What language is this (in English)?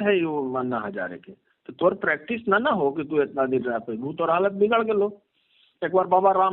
Magahi